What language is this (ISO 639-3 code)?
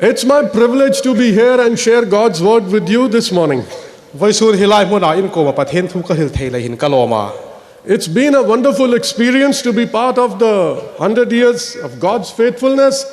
hmr